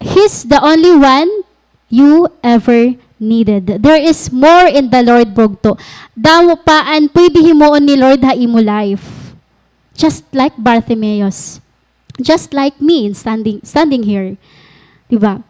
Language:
Waray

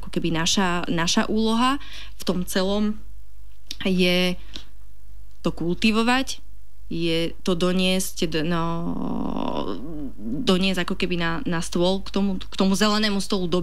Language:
Slovak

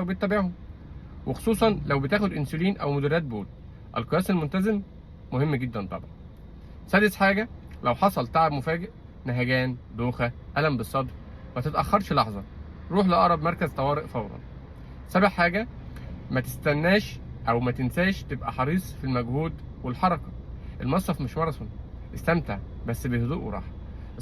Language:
Egyptian Arabic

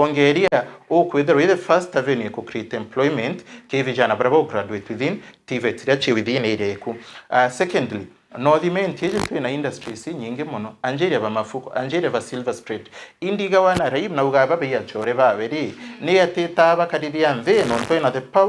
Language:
Meru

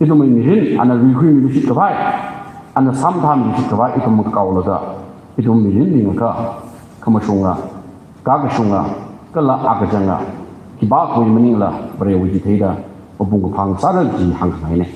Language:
Tangkhul Naga (India)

